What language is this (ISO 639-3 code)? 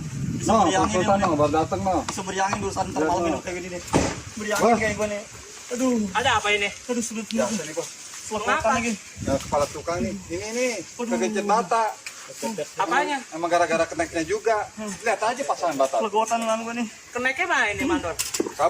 bew